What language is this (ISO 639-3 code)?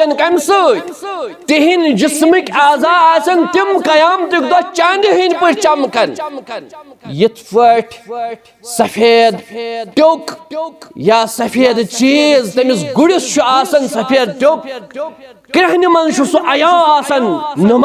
kas